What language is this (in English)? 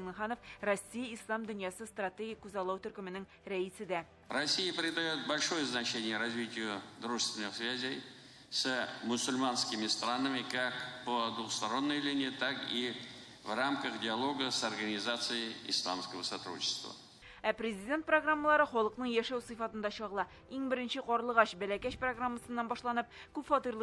Tatar